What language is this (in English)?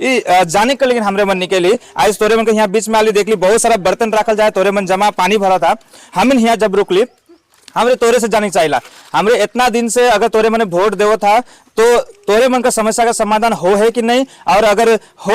Sadri